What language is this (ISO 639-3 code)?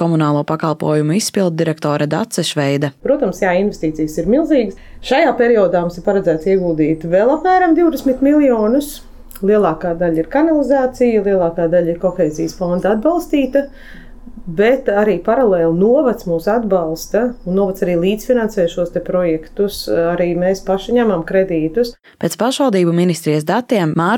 lav